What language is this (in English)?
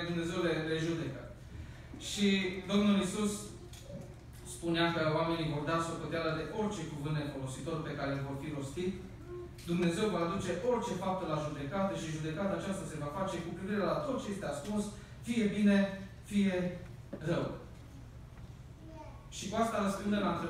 Romanian